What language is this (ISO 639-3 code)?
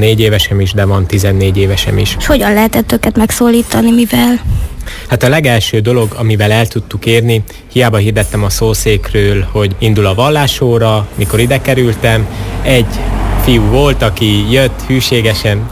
hun